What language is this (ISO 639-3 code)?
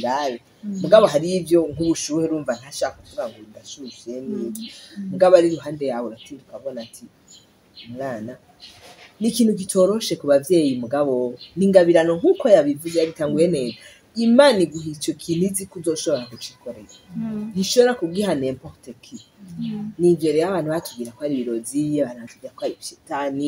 run